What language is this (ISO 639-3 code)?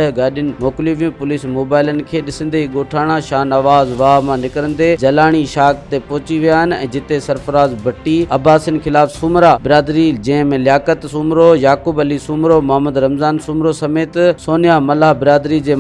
snd